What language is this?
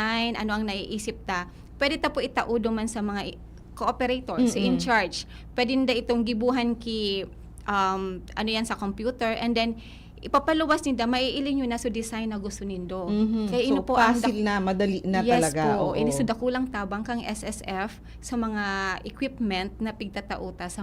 Bikol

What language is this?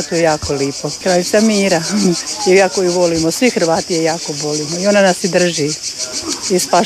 Croatian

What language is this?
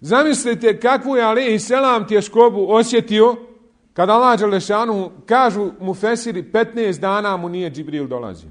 Bosnian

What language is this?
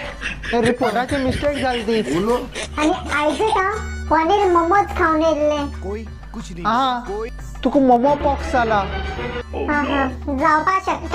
Konkani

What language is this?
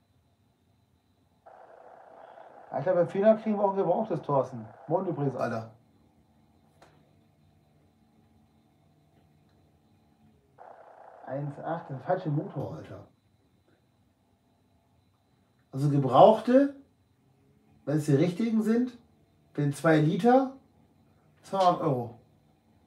German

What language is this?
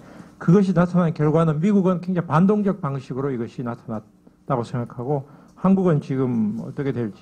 Korean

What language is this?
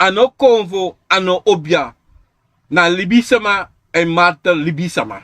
Sranan Tongo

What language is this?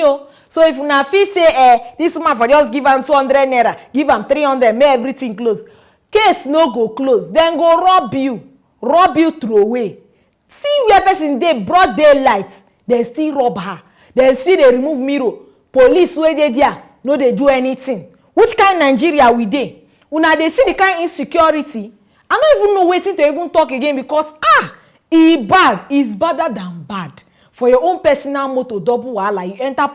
Nigerian Pidgin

